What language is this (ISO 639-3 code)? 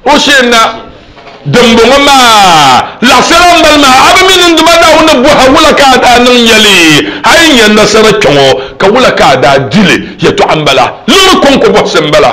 dag